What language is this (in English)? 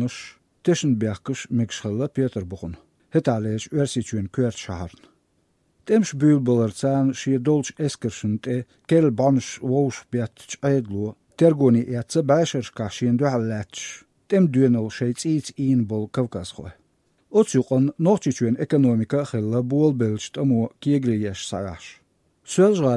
Chechen